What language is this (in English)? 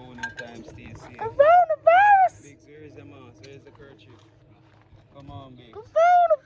Jamaican Creole English